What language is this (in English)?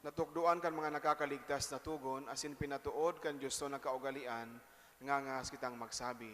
Bikol